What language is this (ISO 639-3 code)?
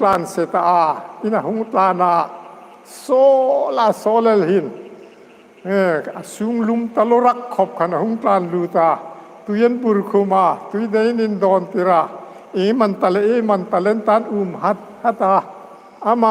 hmr